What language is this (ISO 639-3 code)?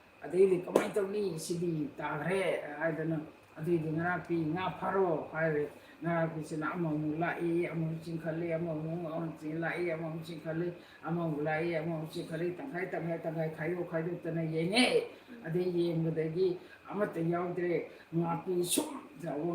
mni